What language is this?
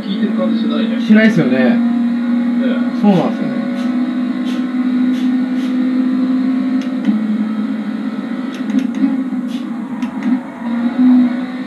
Japanese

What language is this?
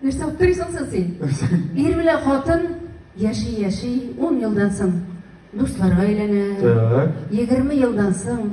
Tatar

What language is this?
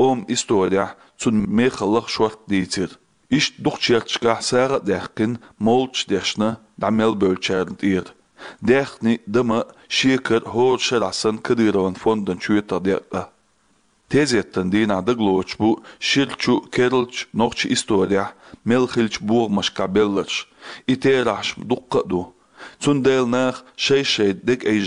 Chechen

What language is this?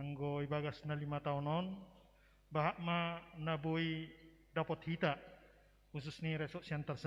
Batak Simalungun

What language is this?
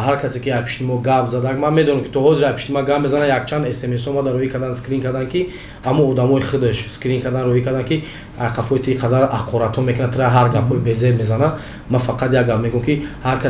Tajik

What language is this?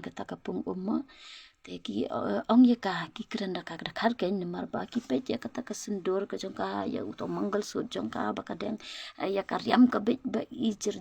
Khasi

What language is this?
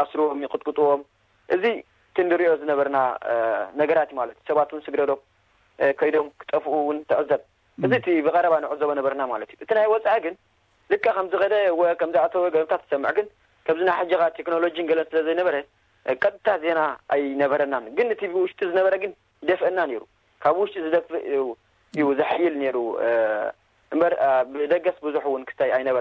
Tigrinya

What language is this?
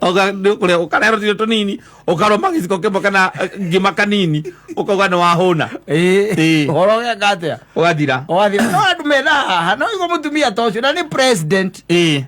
Kikuyu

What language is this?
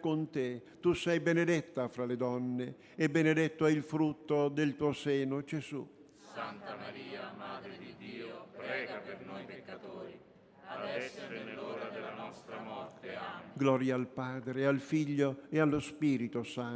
Italian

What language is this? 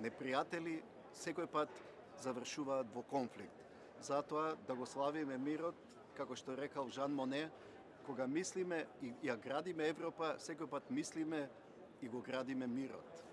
Macedonian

